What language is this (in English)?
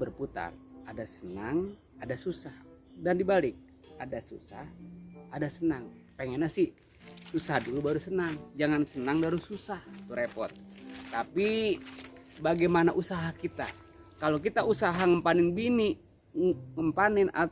Betawi